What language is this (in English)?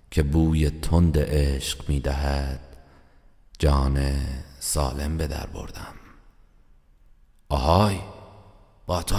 Persian